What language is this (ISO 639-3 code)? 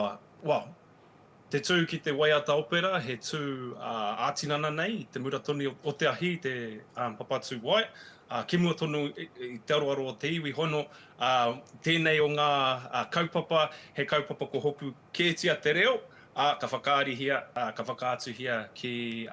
mri